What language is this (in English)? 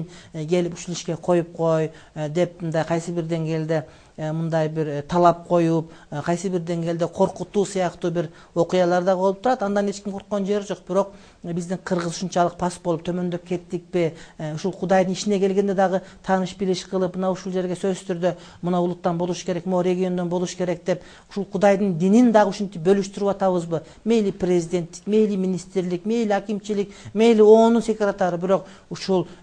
Kyrgyz